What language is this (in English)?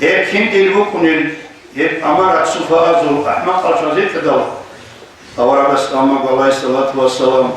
Avaric